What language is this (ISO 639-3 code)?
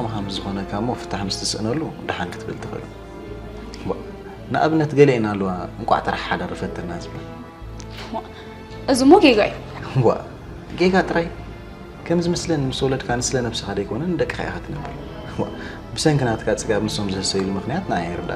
tir